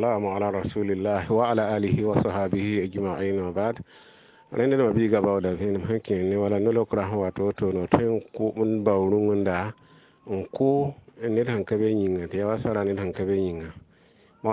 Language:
Mossi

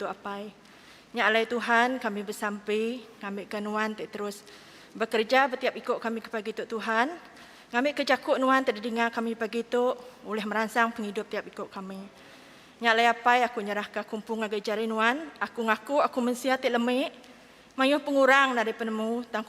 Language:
Iban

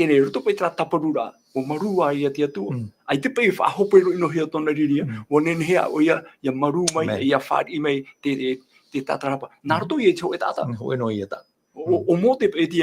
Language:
Tahitian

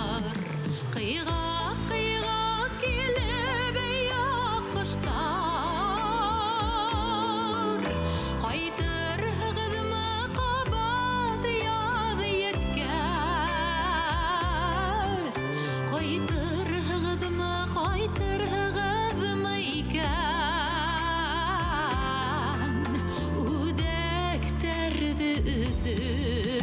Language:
Bashkir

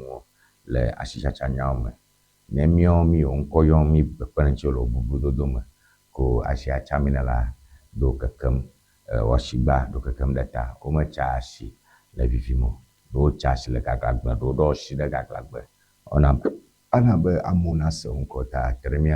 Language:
Ewe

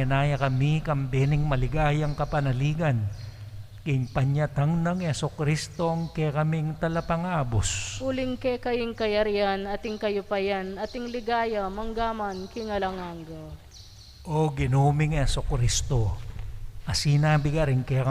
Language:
Pampanga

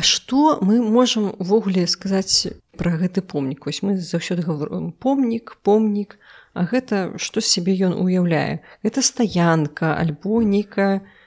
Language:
Belarusian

